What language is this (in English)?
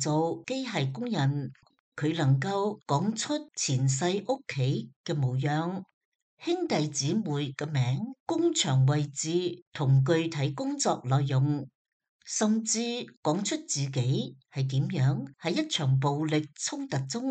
Cantonese